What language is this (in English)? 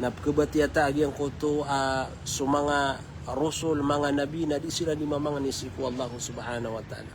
Maranao